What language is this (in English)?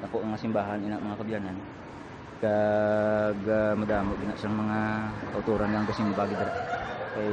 Hiligaynon